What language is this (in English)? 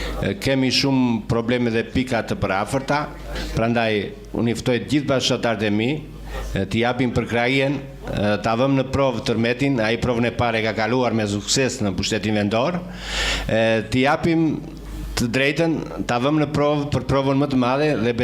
Albanian